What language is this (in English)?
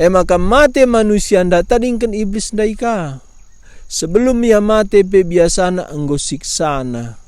Batak Karo